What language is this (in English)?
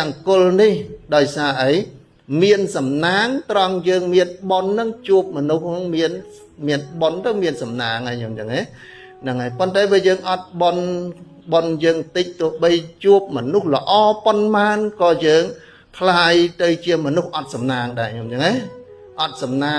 Khmer